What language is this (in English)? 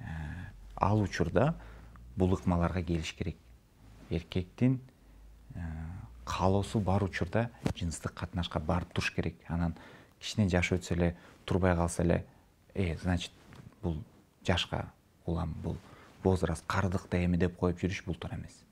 Kyrgyz